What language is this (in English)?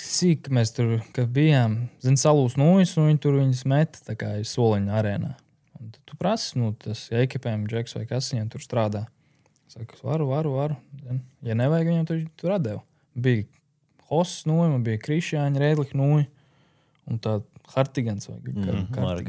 Latvian